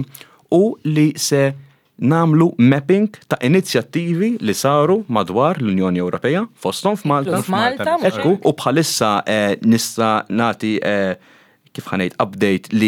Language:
Maltese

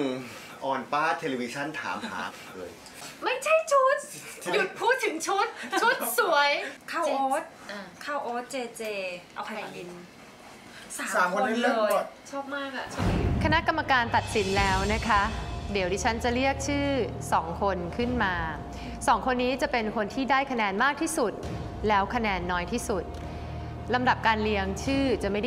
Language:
Thai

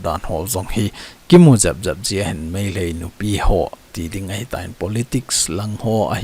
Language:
Thado Chin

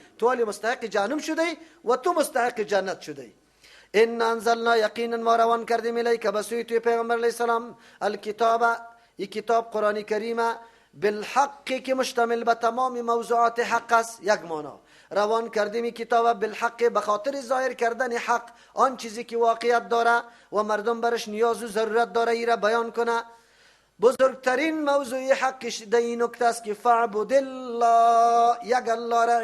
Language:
Persian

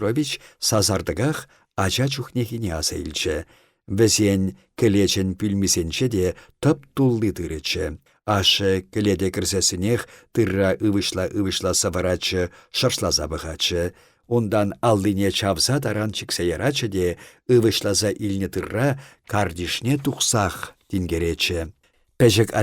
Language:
Chuvash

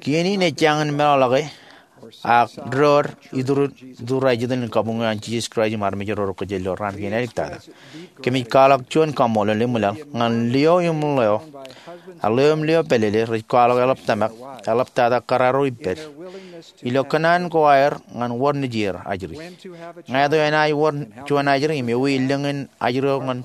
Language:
Marshallese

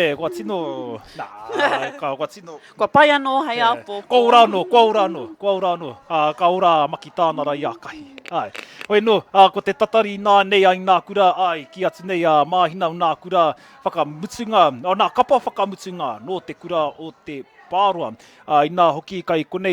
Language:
Māori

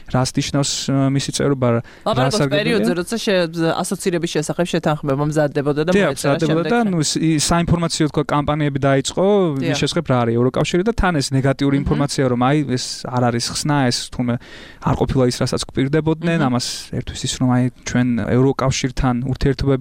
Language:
Georgian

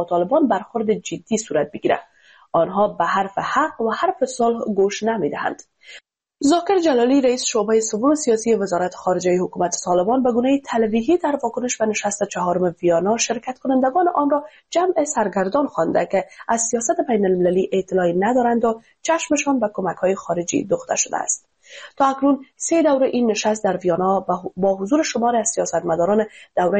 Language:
Persian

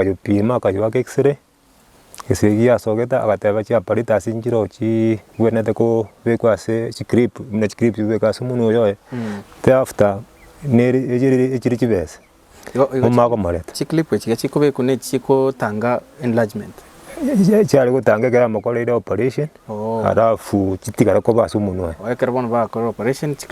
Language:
Gusii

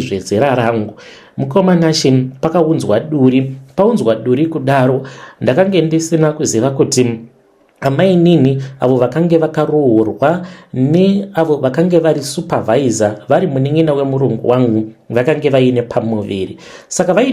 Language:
Shona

